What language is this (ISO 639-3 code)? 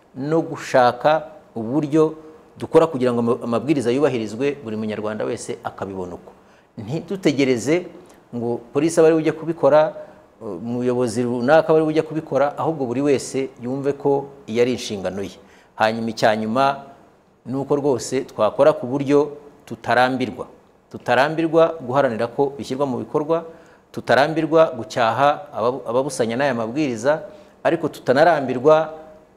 kin